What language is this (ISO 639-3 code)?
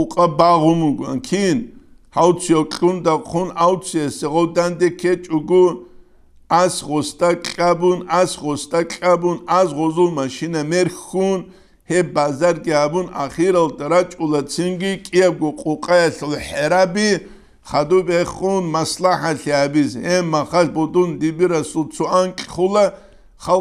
ava